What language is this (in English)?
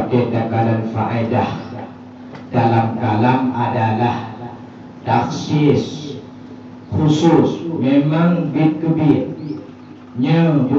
Achinese